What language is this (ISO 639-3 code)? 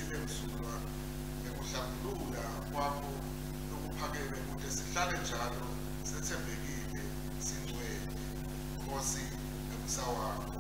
ssw